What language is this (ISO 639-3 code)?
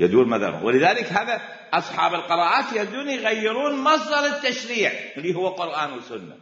acm